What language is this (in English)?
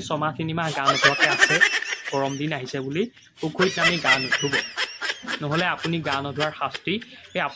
Assamese